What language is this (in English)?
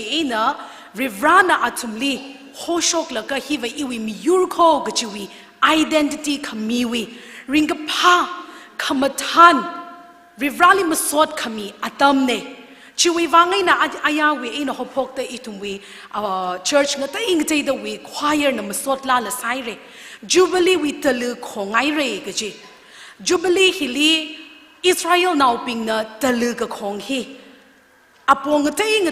Tangkhul Naga (India)